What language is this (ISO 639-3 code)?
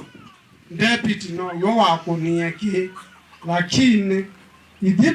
kam